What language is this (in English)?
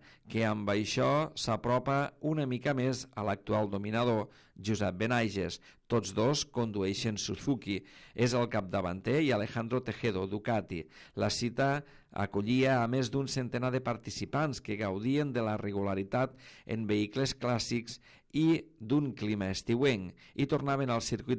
Catalan